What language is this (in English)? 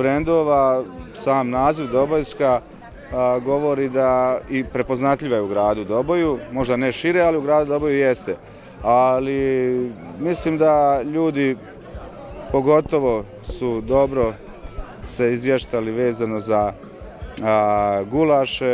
Bosnian